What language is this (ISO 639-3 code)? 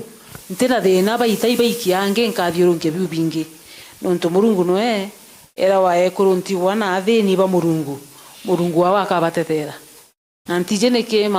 mer